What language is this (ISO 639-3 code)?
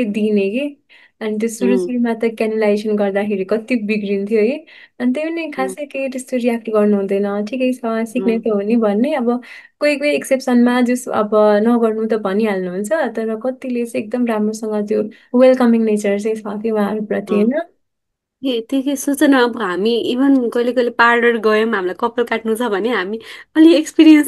nep